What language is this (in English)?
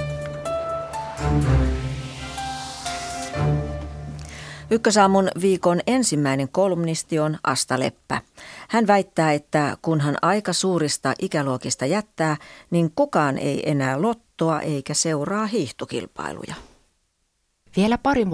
Finnish